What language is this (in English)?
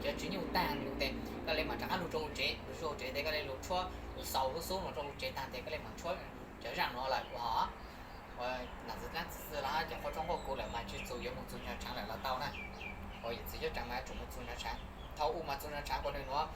Hmong